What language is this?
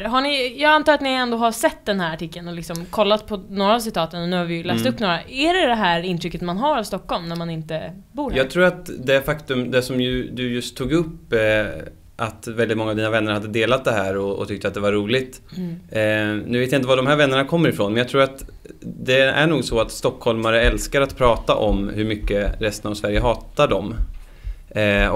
Swedish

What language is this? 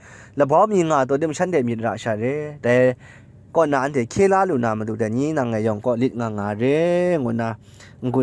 Kachin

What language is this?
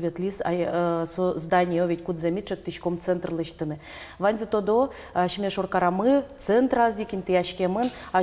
Udmurt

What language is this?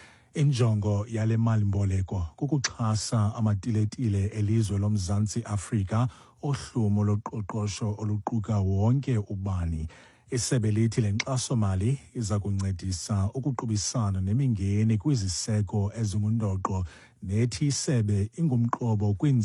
Xhosa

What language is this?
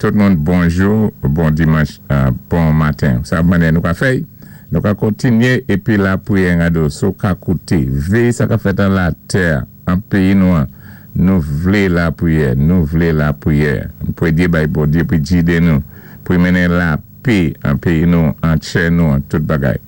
Saint Lucian Creole French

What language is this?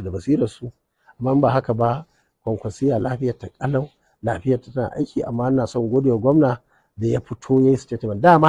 Hausa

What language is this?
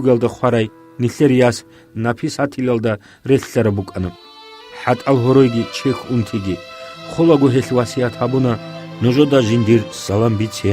Avaric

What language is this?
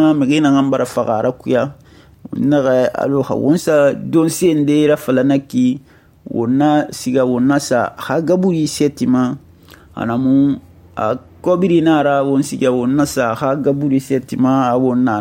Susu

